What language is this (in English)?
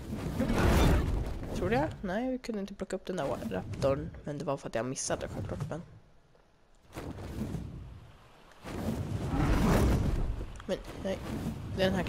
Swedish